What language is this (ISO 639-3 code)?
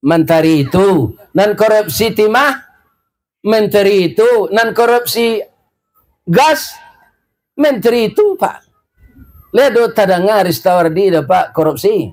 min